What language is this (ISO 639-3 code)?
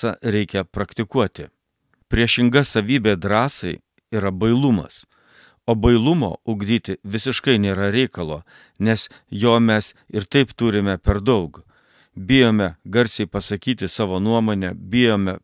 lit